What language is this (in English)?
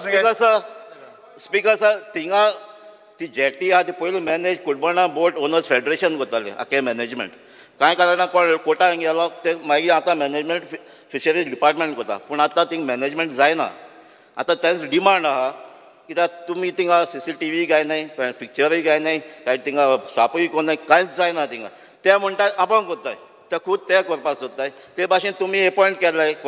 Konkani